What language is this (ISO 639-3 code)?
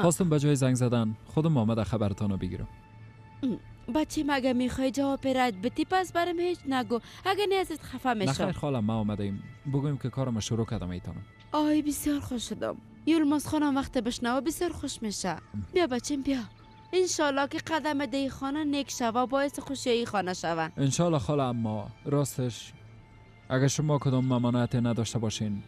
fas